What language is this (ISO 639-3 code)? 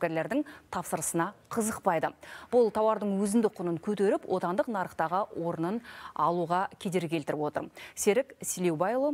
kaz